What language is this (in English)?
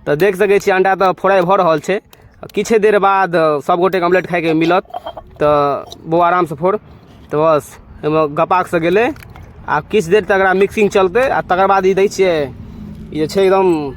Maithili